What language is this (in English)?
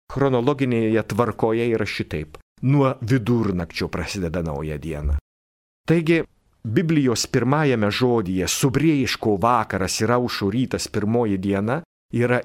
Lithuanian